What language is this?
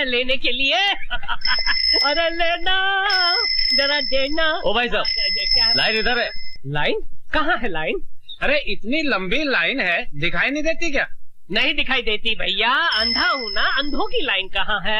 Hindi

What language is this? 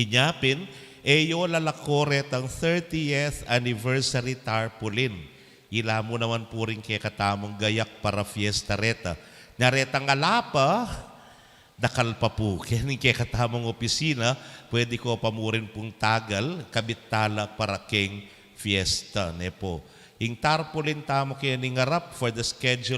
Pampanga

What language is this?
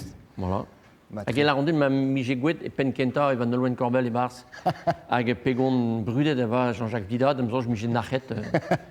Breton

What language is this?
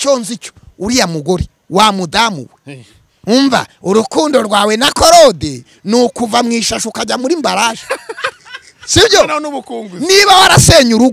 Kinyarwanda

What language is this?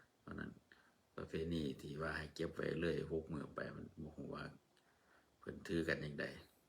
Northeastern Thai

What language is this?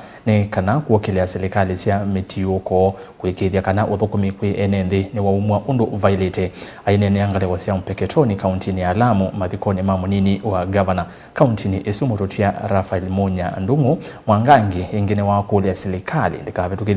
Kamba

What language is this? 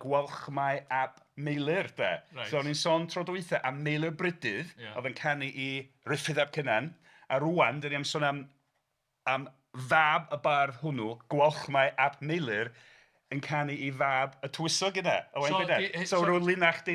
Welsh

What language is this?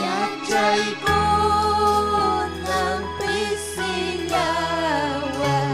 Ayacucho Quechua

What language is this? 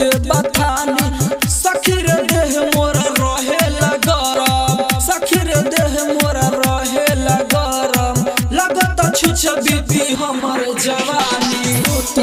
Bhojpuri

